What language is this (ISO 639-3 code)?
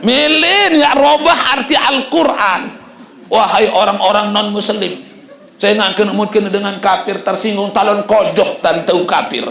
sas